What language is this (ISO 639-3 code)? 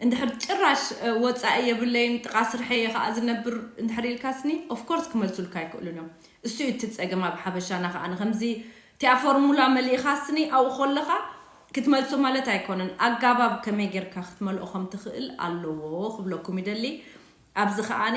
tir